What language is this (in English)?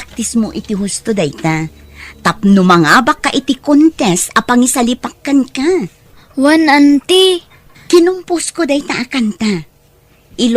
Iloko